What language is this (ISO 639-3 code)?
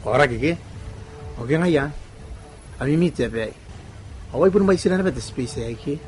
gil